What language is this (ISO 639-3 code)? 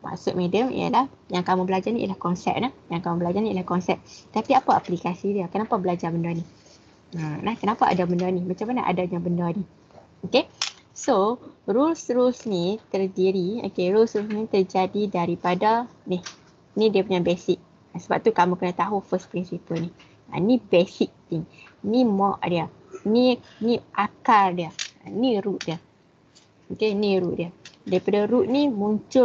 msa